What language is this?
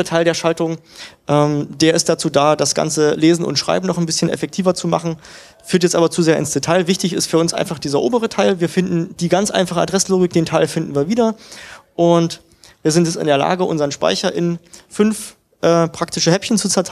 German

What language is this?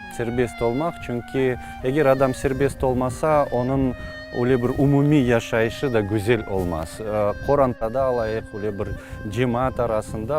Crimean Tatar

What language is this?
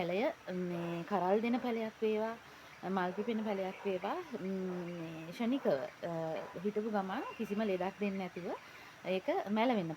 Sinhala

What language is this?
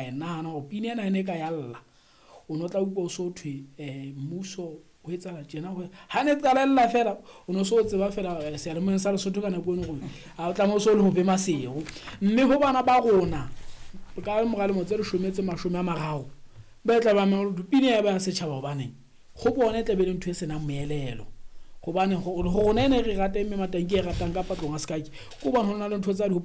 Southern Sotho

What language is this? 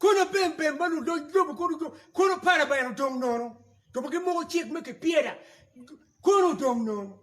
Acoli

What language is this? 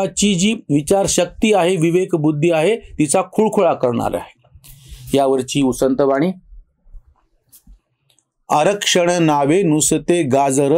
Marathi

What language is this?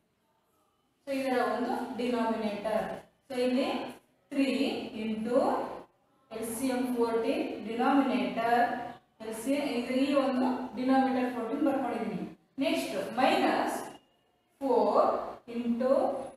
Kannada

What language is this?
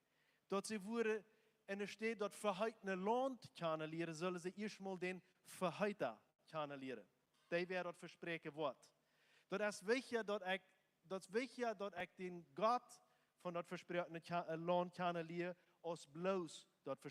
Plautdietsch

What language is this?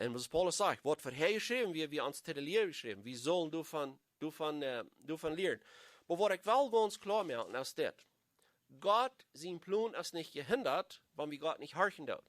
Plautdietsch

